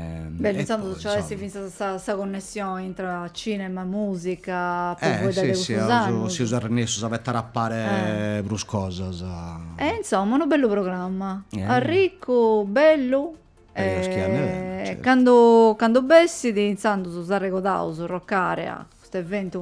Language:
Sardinian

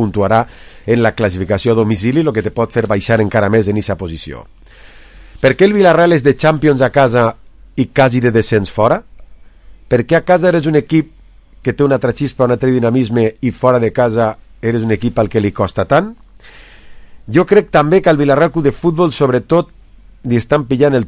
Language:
Catalan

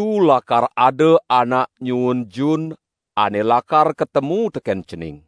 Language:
Balinese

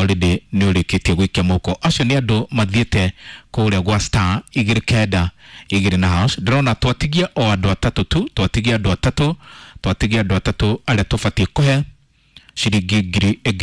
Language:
Kikuyu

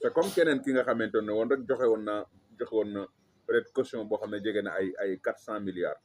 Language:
Wolof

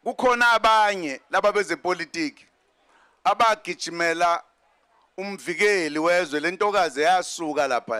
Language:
Zulu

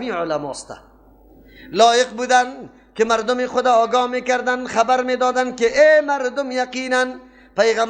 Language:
Persian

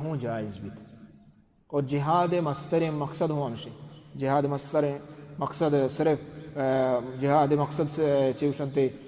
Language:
Baluchi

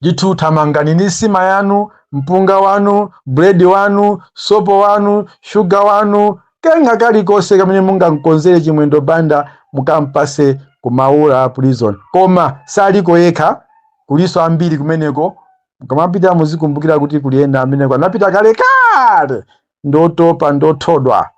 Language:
Nyanja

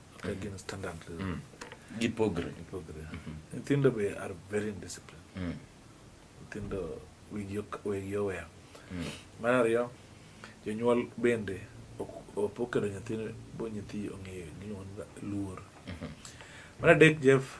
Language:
Luo (Kenya and Tanzania)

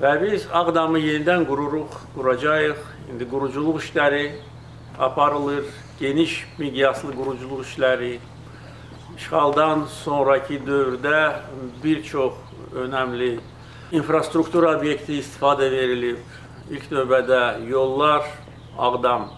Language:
Azerbaijani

